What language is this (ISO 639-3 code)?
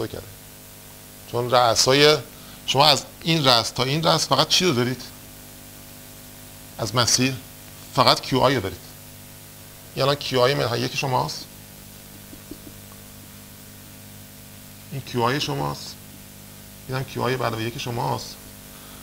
fas